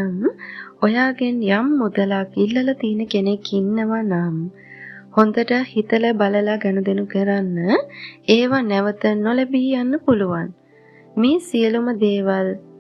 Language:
Sinhala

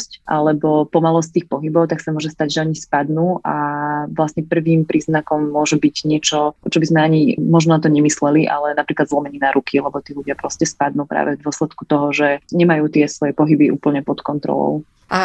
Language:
Slovak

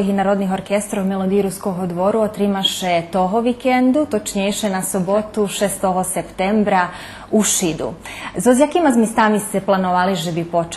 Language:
Rusyn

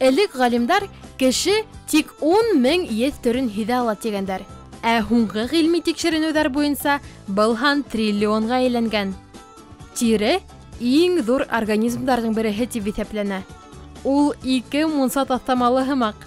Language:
Bashkir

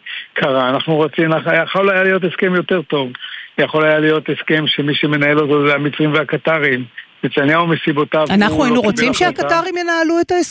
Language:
Hebrew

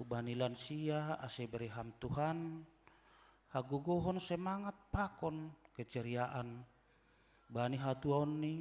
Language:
Batak Simalungun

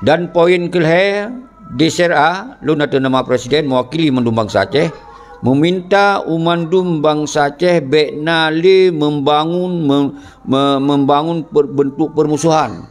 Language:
Achinese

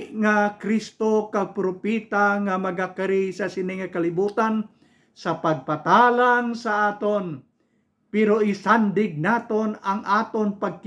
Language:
Hiligaynon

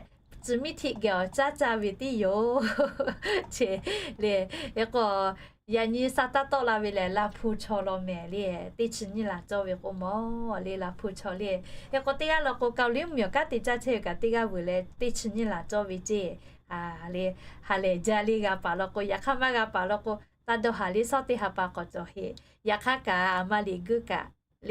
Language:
Lahu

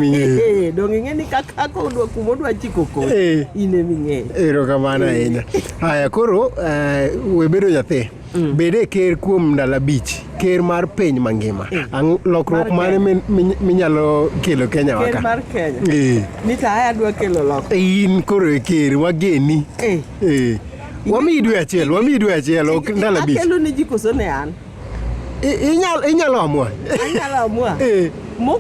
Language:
Luo (Kenya and Tanzania)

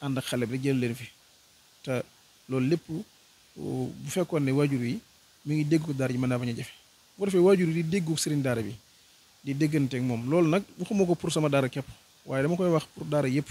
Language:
Wolof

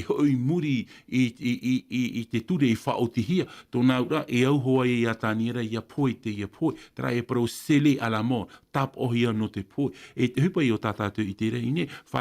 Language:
Tahitian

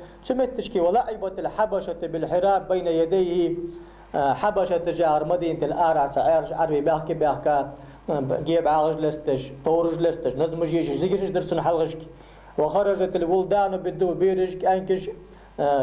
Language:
Ingush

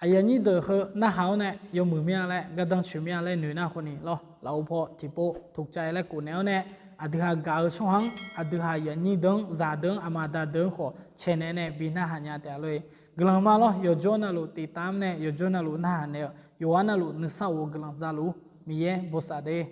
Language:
Akha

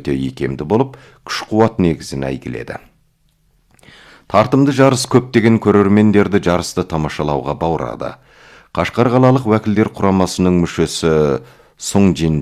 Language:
Kazakh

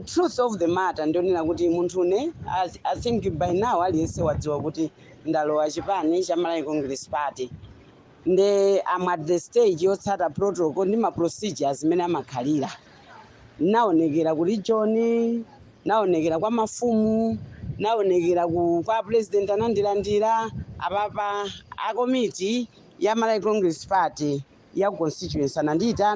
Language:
Nyanja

